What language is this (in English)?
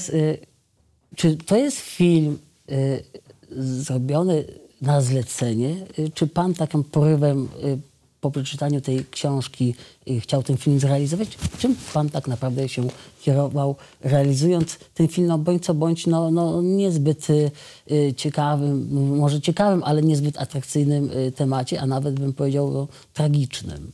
Polish